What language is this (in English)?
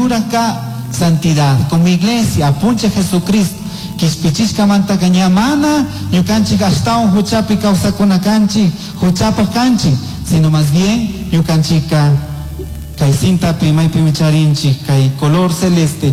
Chimborazo Highland Quichua